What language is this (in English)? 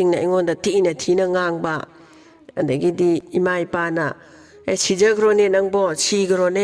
Manipuri